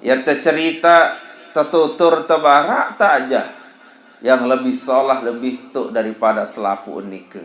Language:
Sasak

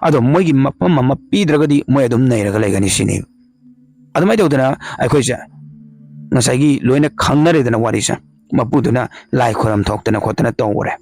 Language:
Manipuri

